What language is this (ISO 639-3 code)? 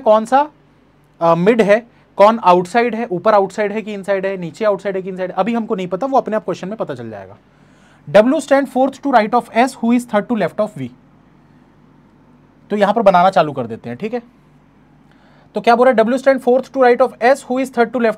hin